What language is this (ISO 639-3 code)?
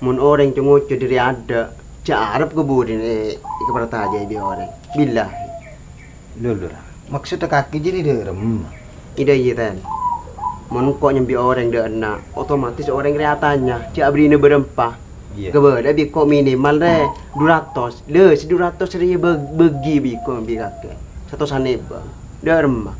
mad